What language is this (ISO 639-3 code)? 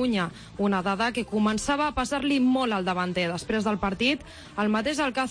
cat